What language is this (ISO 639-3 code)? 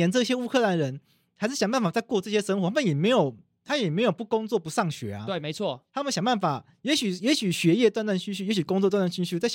zho